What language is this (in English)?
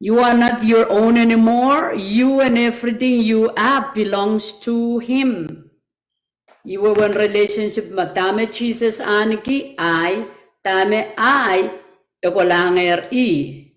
Pohnpeian